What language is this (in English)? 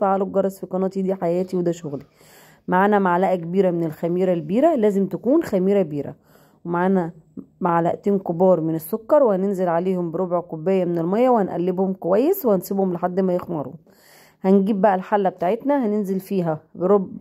Egyptian Arabic